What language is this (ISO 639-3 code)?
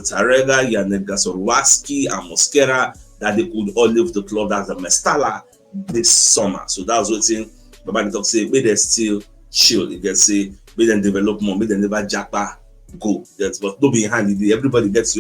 pcm